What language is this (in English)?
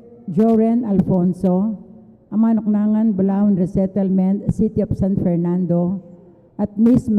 Pampanga